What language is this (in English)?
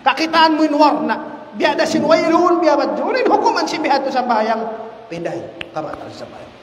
Tausug